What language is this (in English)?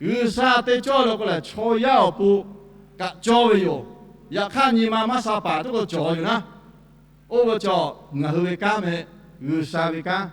Lahu